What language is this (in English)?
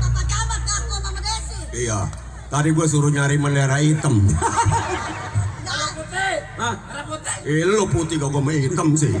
Betawi